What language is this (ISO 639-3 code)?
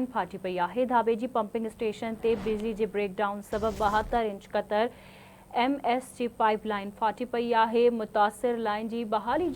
snd